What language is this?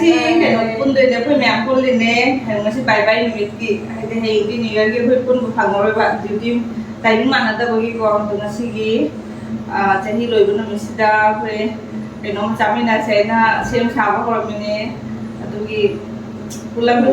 Manipuri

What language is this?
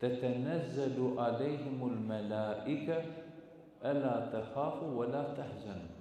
Balkan Romani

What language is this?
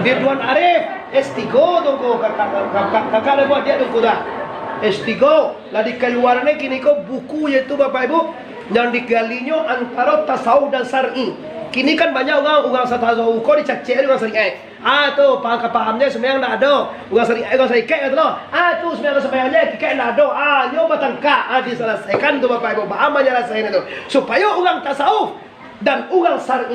Minangkabau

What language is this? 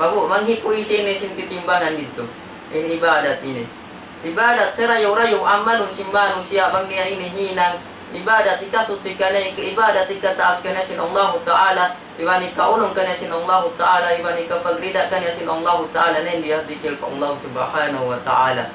Tausug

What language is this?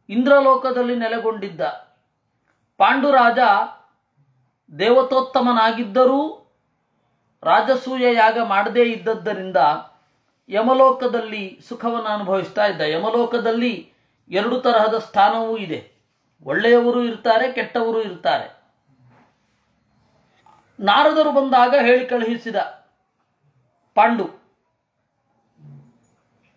Kannada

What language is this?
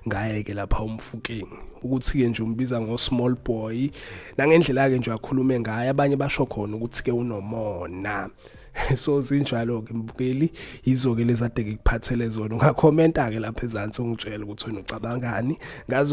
Zulu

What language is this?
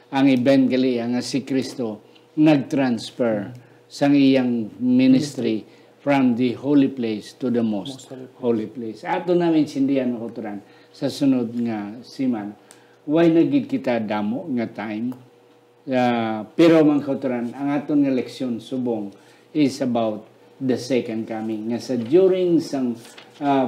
Hiligaynon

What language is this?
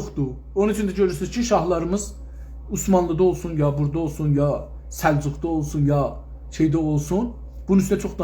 South Azerbaijani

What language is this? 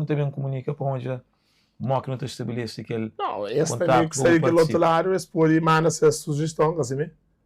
Kabuverdianu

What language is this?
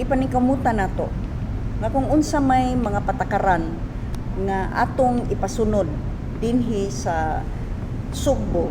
Cebuano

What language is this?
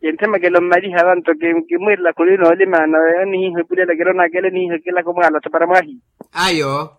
Makhuwa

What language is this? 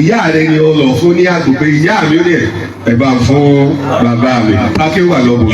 Yoruba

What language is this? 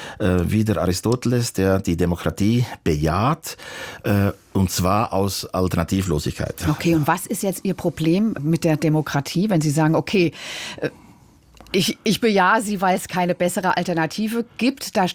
German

